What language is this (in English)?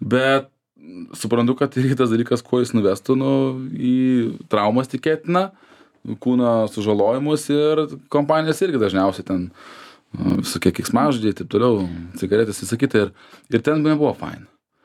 Lithuanian